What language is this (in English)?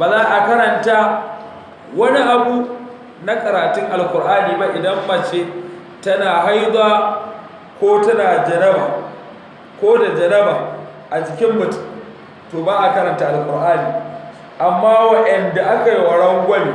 Hausa